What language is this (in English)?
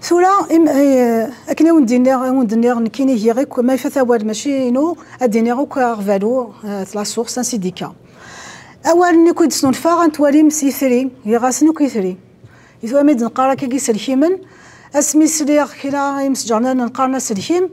Kabyle